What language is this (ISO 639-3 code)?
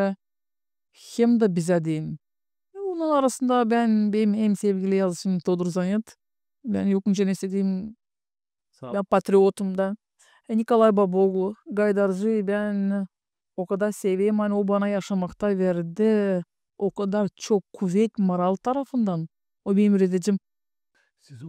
gag